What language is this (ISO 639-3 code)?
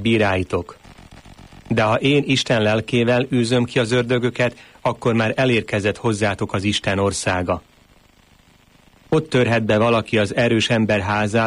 hun